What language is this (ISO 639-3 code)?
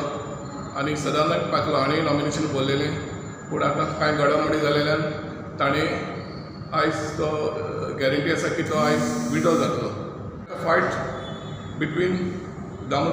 kok